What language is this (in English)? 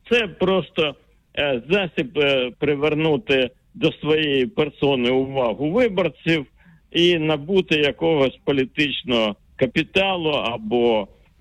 Ukrainian